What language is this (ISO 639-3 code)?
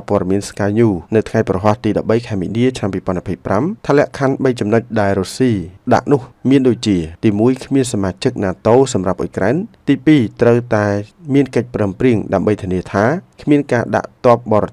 khm